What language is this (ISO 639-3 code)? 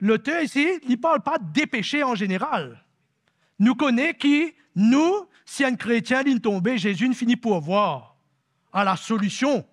mfe